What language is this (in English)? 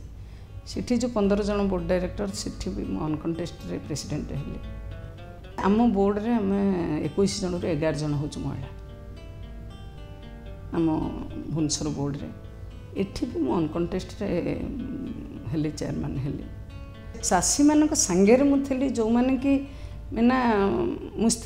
Odia